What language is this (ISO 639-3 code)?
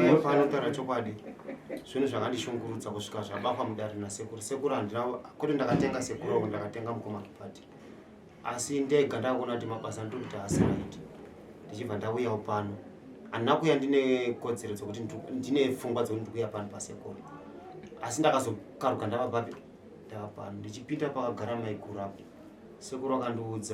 sna